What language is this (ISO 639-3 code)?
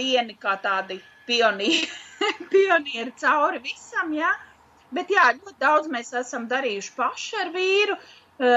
lav